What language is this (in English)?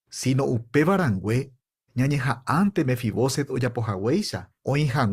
Guarani